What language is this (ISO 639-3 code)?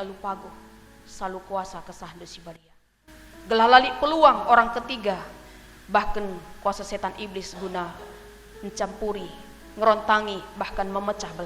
btx